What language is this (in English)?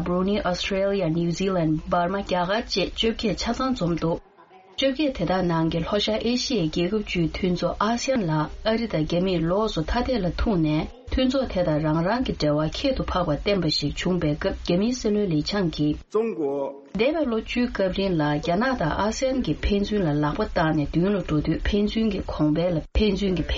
Tibetan